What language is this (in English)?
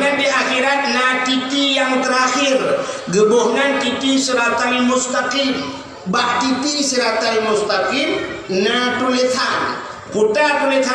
Achinese